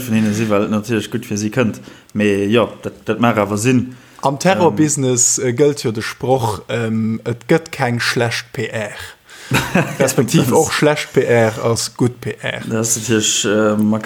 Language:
Luxembourgish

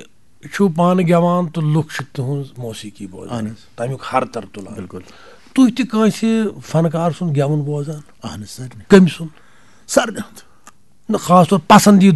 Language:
Kashmiri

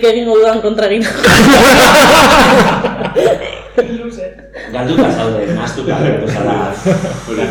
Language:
Basque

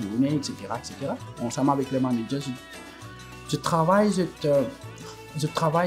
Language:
Morisyen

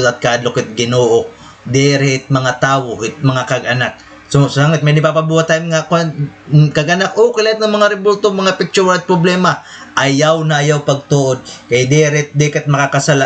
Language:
Waray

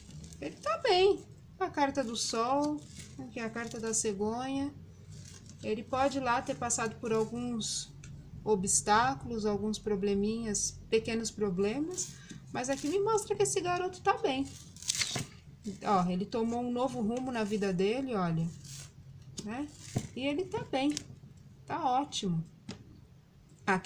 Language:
Portuguese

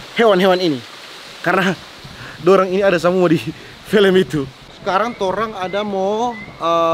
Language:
Manado Malay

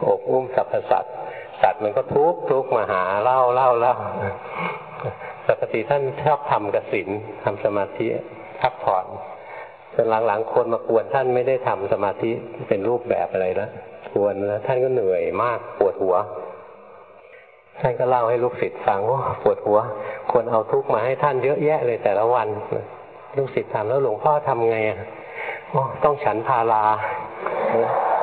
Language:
Thai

